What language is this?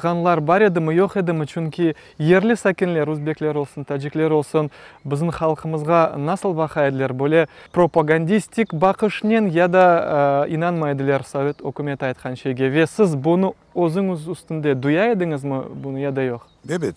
Crimean Tatar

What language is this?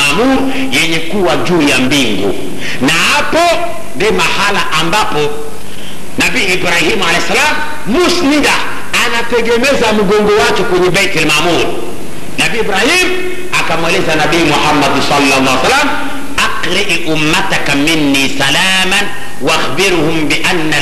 Swahili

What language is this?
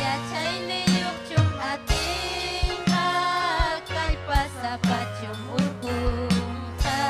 Ayacucho Quechua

